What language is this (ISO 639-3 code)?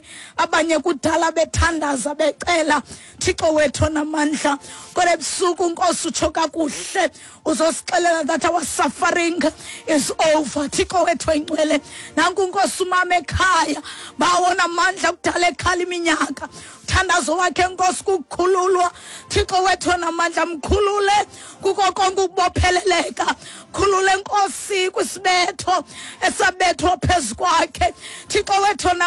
xho